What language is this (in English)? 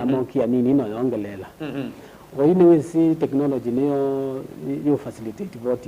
Kamba